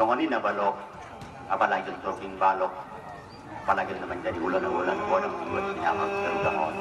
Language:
Batak Angkola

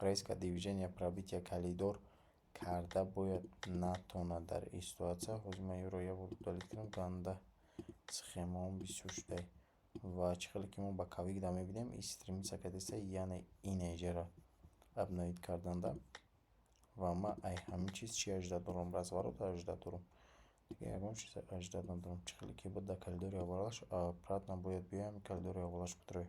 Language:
Tajik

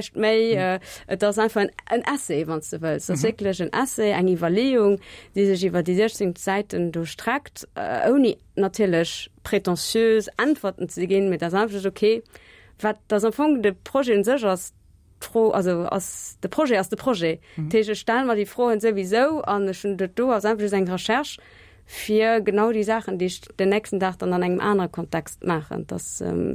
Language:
Luxembourgish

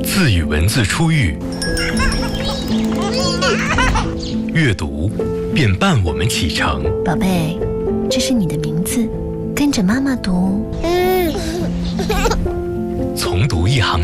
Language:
Chinese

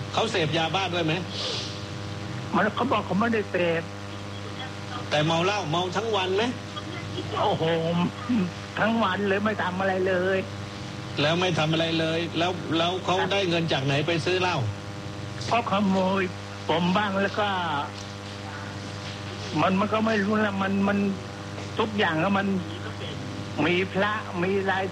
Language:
Thai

